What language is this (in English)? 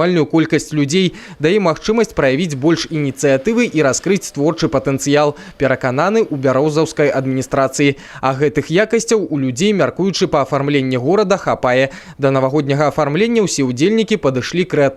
Belarusian